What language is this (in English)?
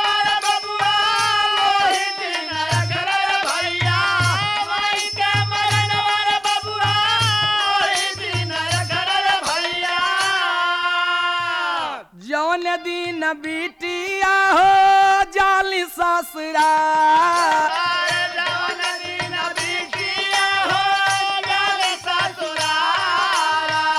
Bhojpuri